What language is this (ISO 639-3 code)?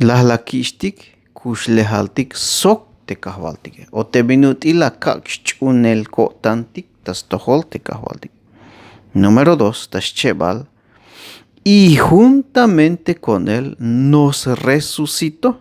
tzh